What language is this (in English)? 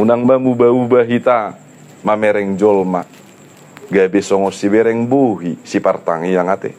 Batak Toba